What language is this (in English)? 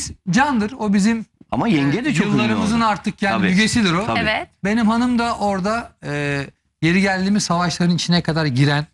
Turkish